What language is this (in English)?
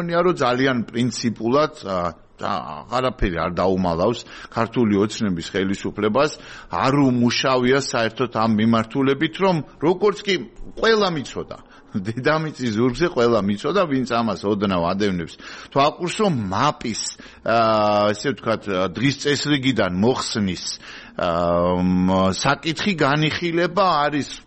Georgian